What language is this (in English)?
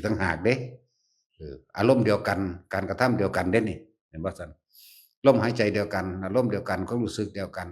Northeastern Thai